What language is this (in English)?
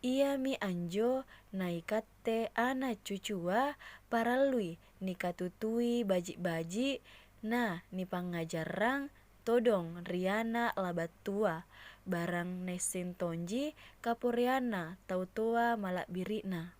Makasar